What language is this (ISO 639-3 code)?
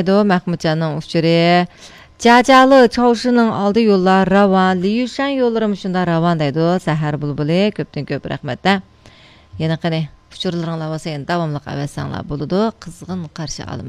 uig